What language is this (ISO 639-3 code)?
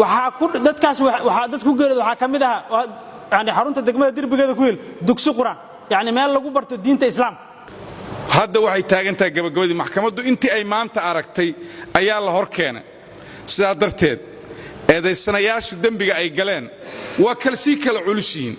som